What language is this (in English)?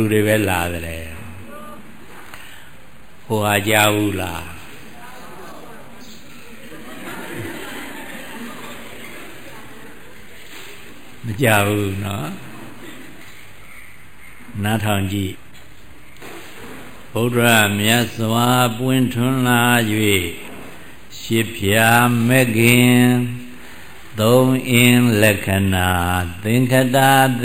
Burmese